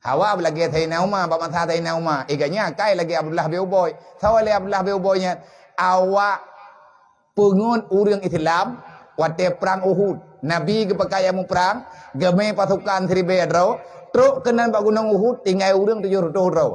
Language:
Achinese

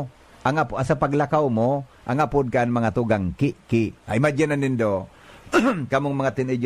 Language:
Bikol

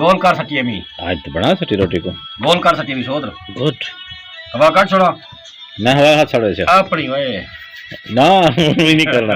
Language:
Saraiki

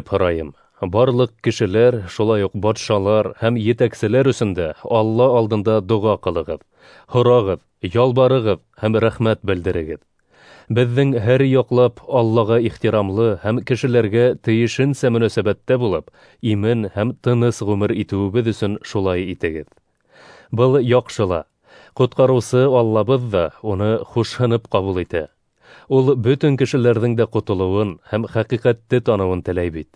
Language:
Bashkir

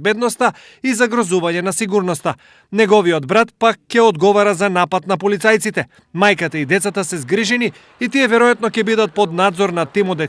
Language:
Macedonian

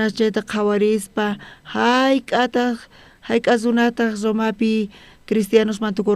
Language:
South Bolivian Quechua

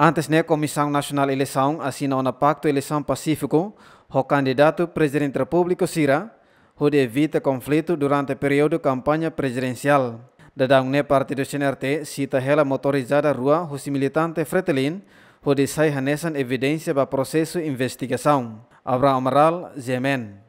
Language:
Tetum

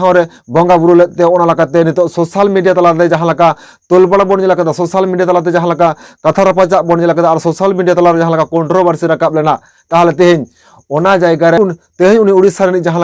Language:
Santali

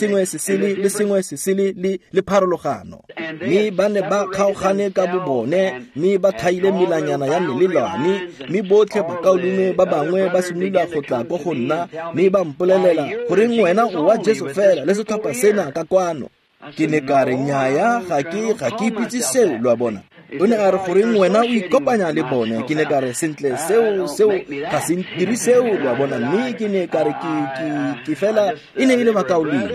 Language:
Tswana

